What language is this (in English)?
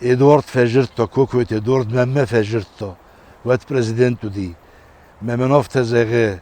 Ossetic